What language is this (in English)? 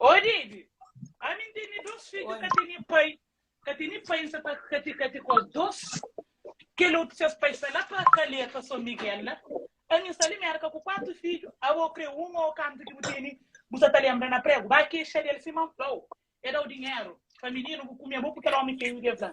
Kabuverdianu